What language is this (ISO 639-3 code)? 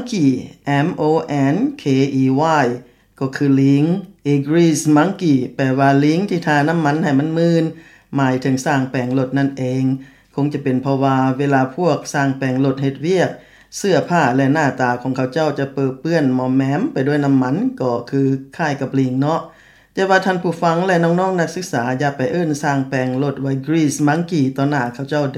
lao